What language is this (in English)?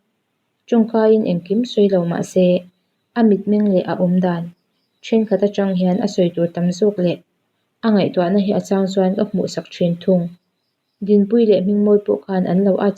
Mizo